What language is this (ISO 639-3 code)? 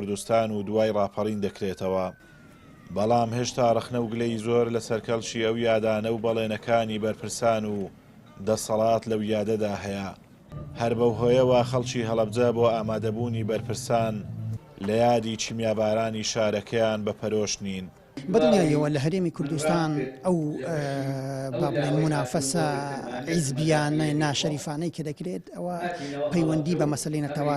ckb